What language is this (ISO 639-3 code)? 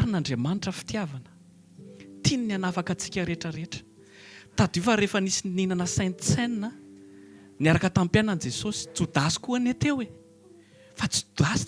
mlg